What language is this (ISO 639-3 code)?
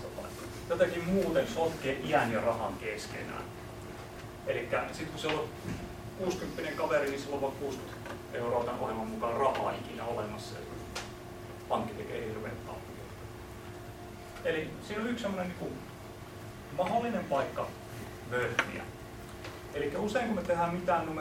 fin